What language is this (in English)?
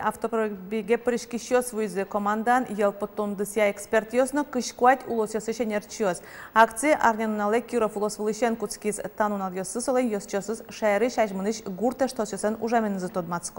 Udmurt